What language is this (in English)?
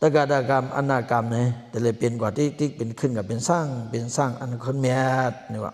Shan